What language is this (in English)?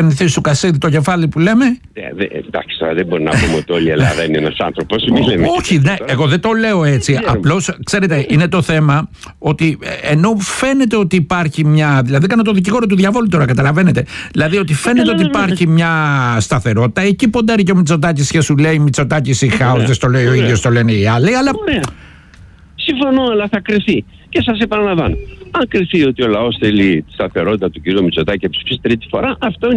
Greek